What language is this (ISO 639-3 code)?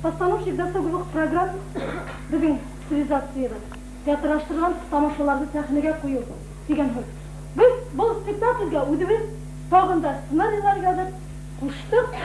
bak